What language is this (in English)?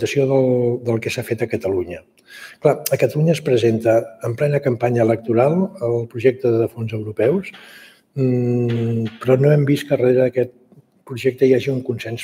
Catalan